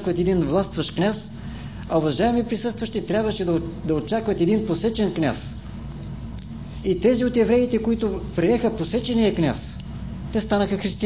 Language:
Bulgarian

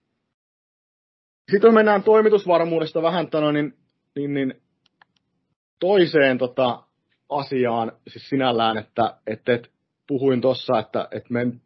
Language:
Finnish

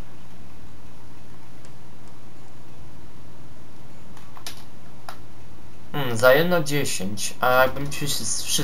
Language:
Polish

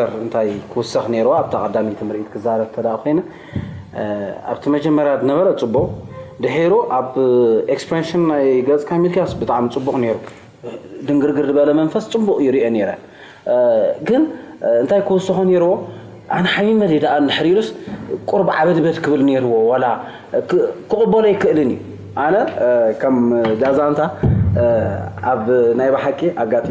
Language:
Tigrinya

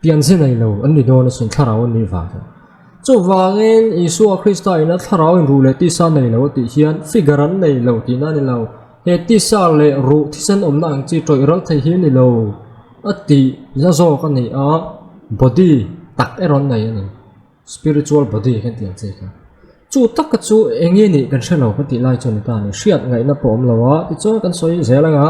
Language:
Mizo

